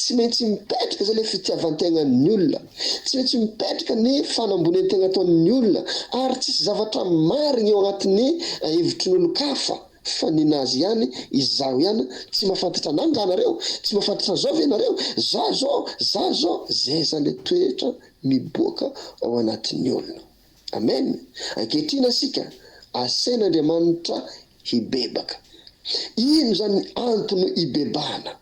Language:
Malagasy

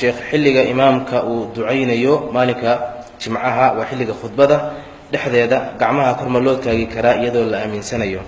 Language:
Somali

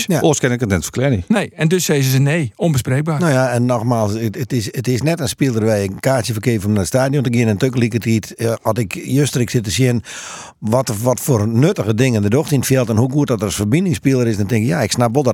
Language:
Western Frisian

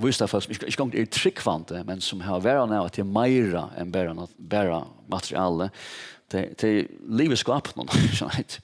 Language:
Faroese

